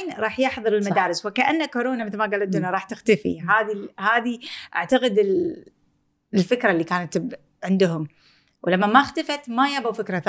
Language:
Gulf Arabic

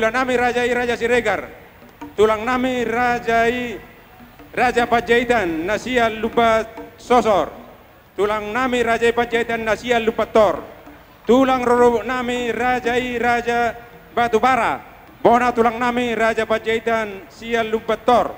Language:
Batak Toba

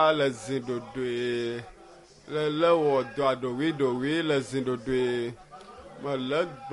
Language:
Ewe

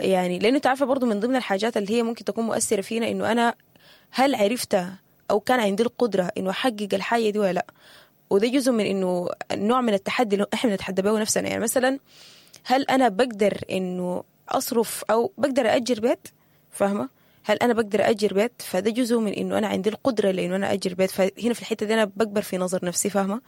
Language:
Sudanese Arabic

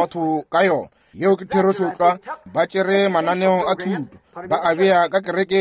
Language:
Northern Sotho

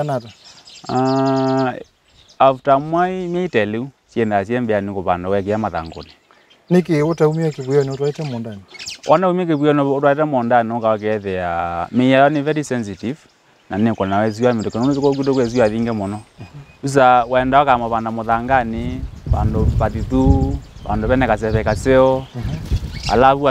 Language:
Kamba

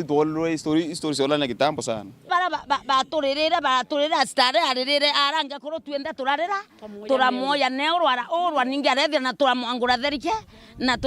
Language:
Meru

